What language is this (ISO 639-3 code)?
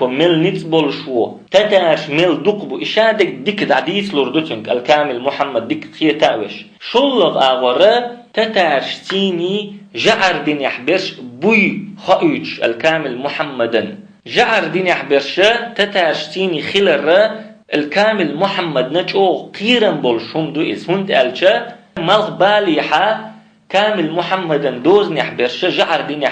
che